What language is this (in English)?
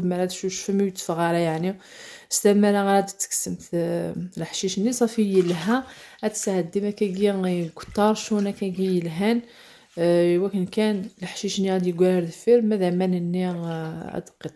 Kabyle